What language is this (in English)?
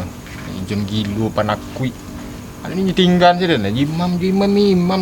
Minangkabau